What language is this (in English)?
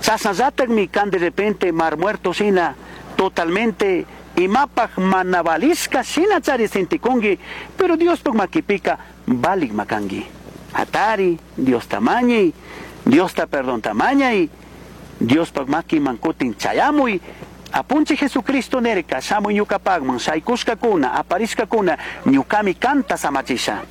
Chimborazo Highland Quichua